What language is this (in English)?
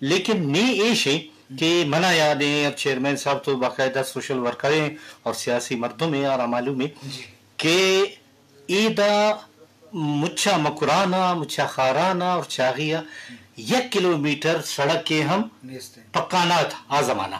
Eastern Balochi